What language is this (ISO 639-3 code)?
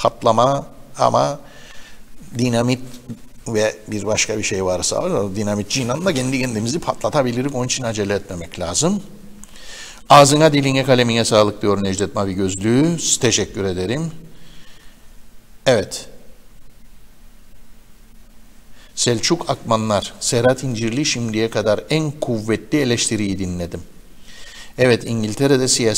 tur